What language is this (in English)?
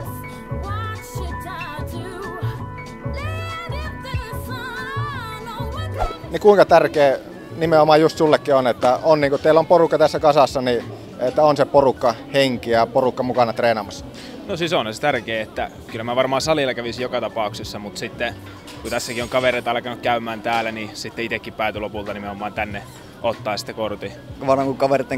Finnish